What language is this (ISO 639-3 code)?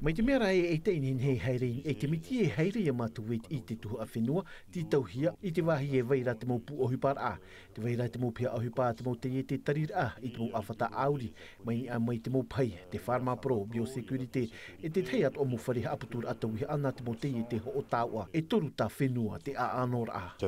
tah